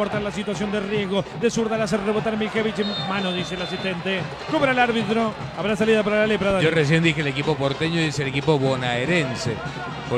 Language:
Spanish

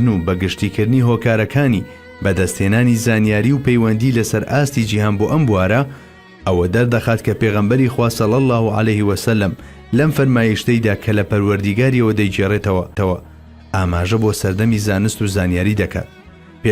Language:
Central Kurdish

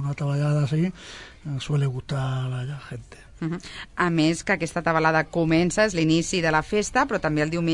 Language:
Catalan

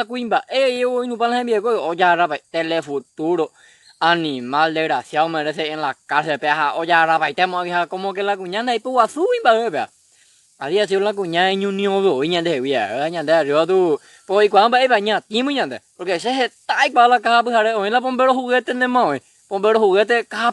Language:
Guarani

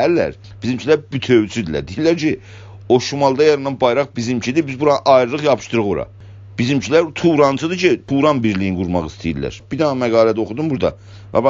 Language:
South Azerbaijani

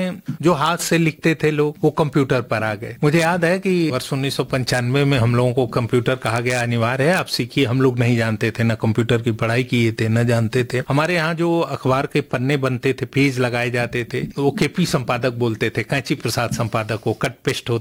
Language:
Hindi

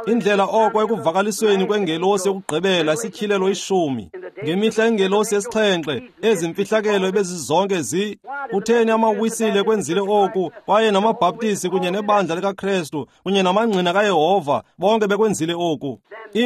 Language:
Xhosa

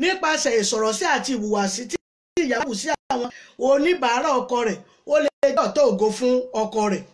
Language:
Yoruba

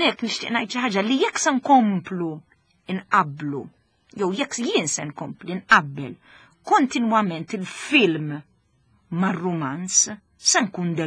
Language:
Maltese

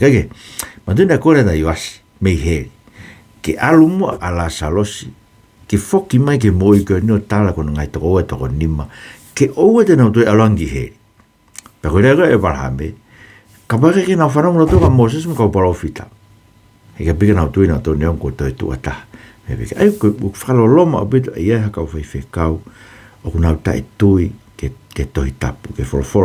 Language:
Tongan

